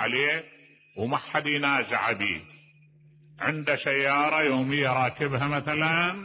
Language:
Mesopotamian Arabic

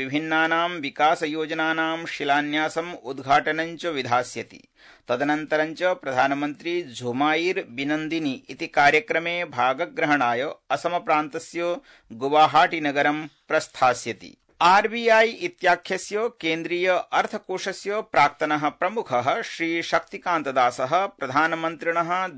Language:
Sanskrit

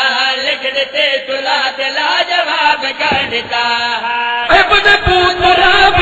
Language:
Urdu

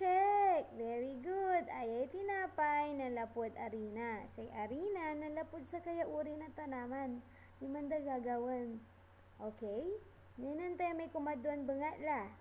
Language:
Pangasinan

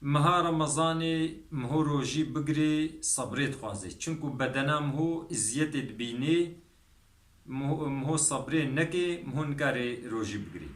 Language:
Kurdish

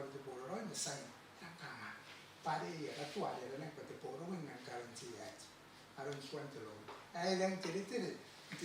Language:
Gilbertese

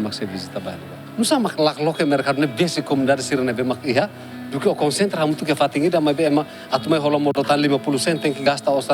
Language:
Tetum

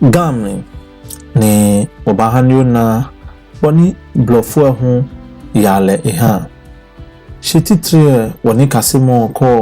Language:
Ga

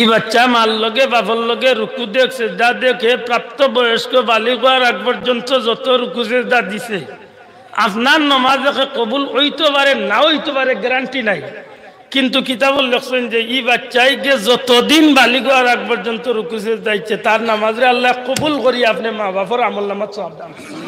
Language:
Sylheti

